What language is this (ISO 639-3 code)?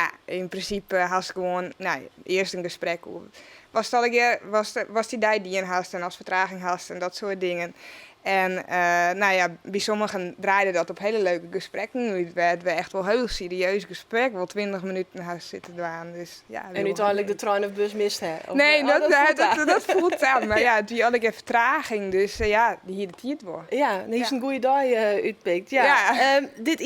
fry